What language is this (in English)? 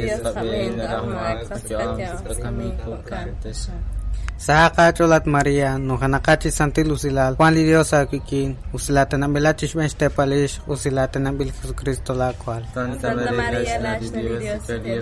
Kekchí